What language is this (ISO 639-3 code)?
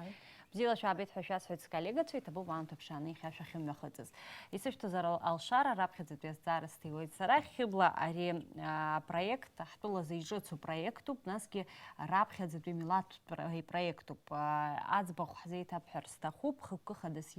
abk